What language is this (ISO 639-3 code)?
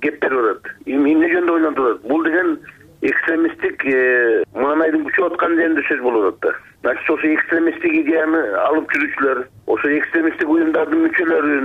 kir